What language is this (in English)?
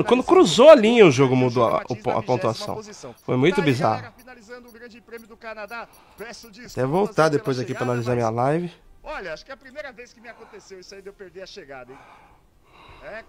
Portuguese